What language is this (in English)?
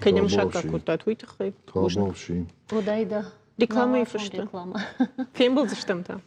Ossetic